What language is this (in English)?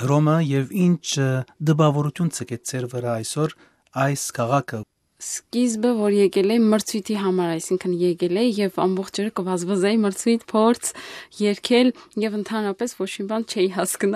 Armenian